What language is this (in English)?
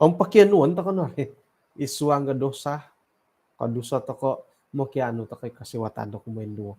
Central Dusun